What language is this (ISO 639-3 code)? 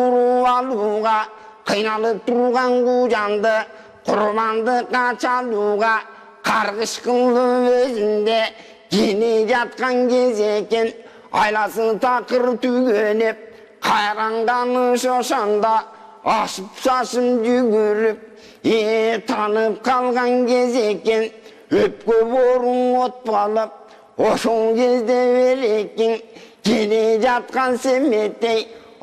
kir